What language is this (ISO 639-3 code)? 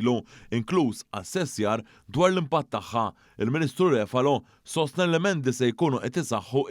mlt